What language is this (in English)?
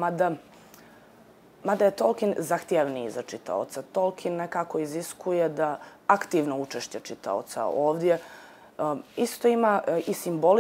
Bosnian